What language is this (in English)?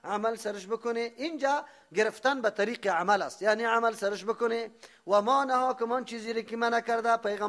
Persian